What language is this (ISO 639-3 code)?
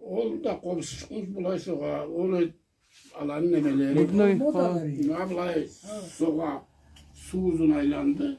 krc